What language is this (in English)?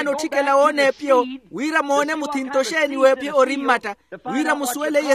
Makhuwa